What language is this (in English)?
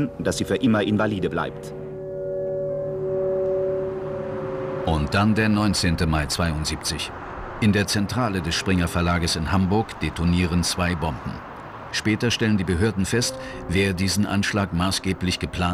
German